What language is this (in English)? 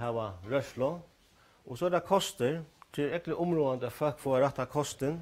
Faroese